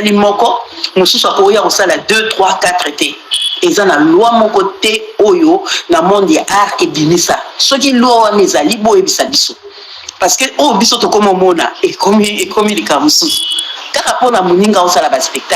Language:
Lingala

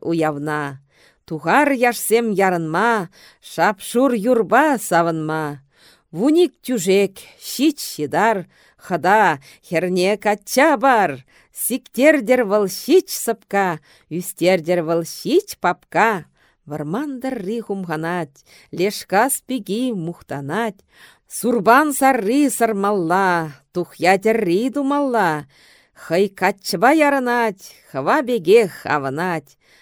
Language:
Chuvash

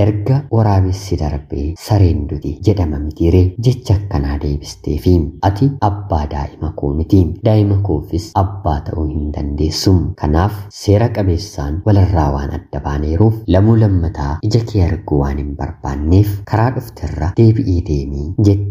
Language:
Oromo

